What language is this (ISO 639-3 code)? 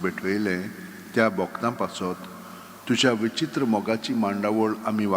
kok